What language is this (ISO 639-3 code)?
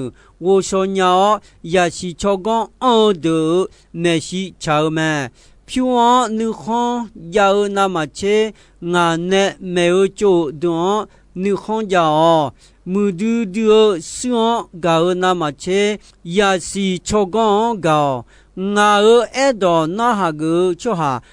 ahk